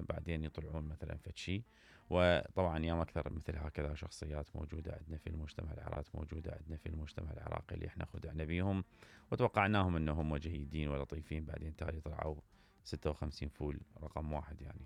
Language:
Mesopotamian Arabic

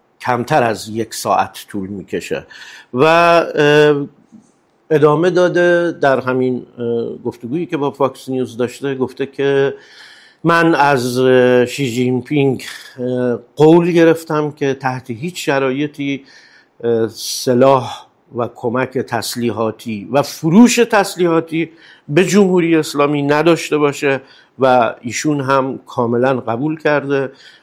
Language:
Persian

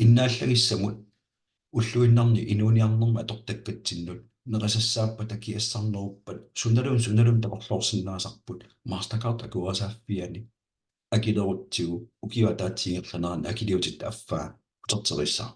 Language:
Kalaallisut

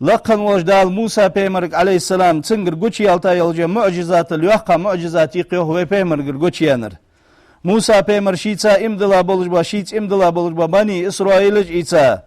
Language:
Ingush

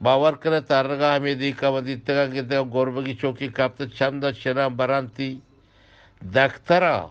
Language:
Eastern Balochi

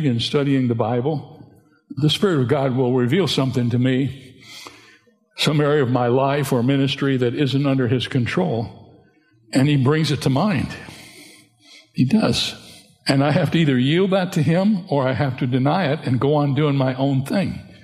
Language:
English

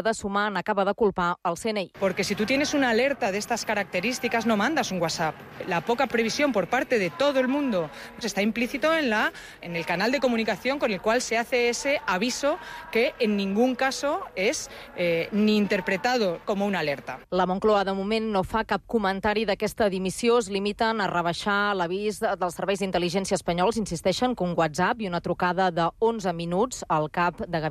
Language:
Catalan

